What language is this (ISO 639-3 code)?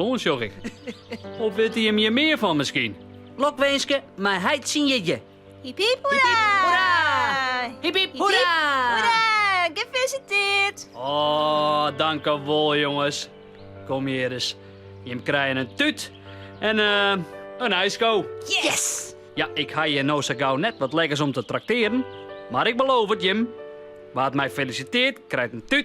fry